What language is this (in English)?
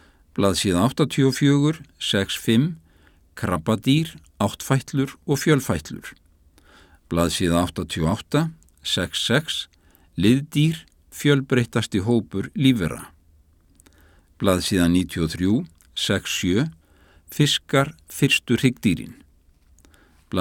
Icelandic